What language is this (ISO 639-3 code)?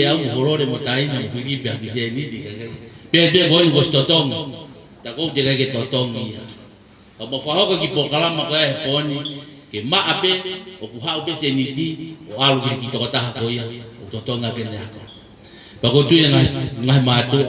ton